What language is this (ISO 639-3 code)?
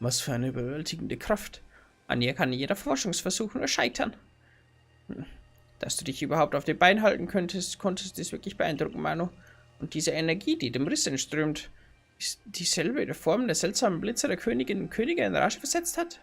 bar